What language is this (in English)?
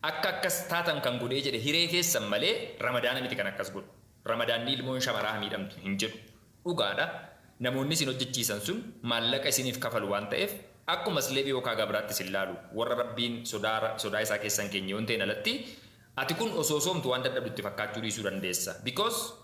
Oromo